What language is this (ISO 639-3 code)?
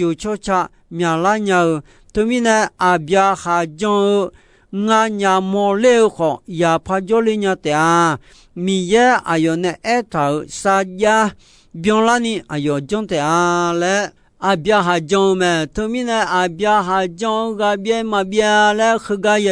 ahk